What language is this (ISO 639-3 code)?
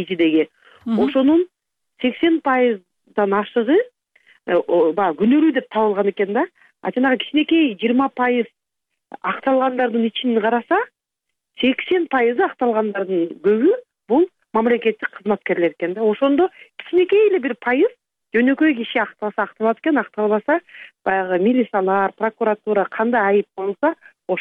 kir